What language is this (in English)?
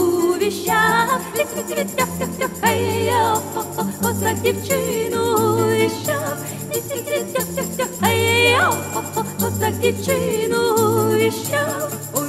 Ukrainian